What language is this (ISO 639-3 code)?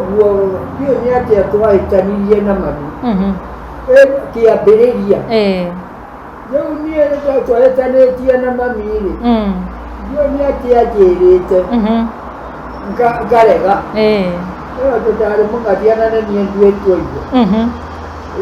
kik